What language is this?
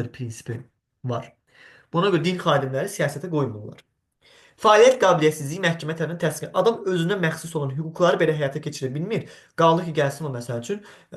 Azerbaijani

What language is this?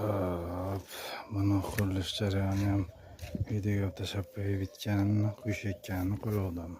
Uzbek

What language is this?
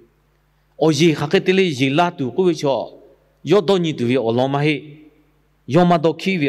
Lahu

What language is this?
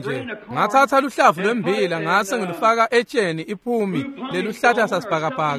Swati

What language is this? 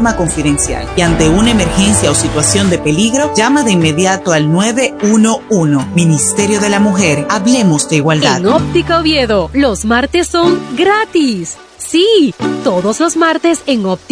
Spanish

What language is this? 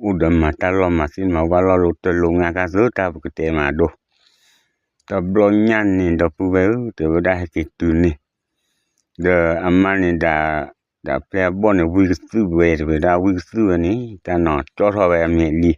S'gaw Karen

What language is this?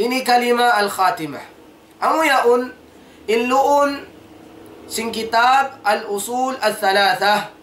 Tausug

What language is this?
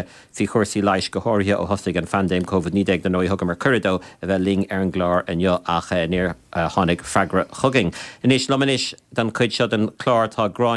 Irish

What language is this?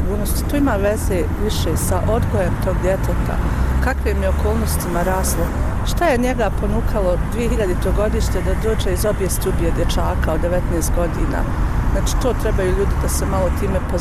Bosnian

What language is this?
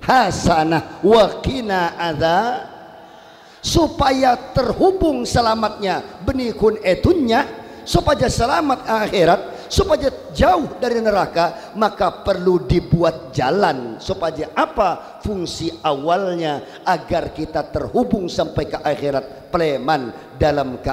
Madurese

